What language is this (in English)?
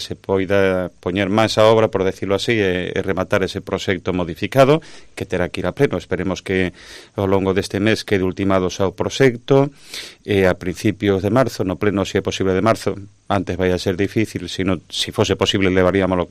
Galician